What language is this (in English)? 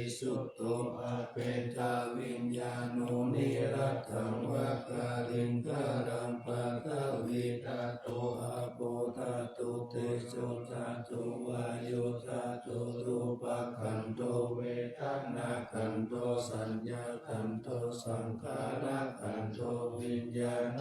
Pali